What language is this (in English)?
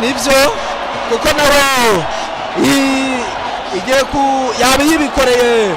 Kinyarwanda